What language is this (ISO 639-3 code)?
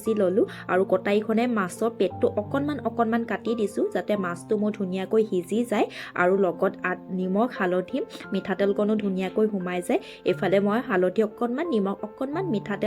asm